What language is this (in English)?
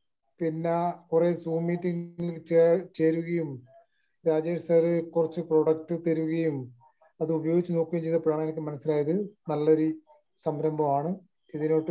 Malayalam